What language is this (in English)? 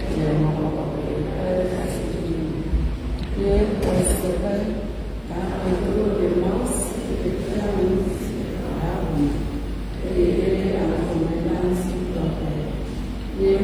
Ewe